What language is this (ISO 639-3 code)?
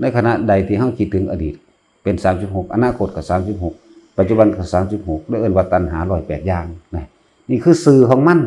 tts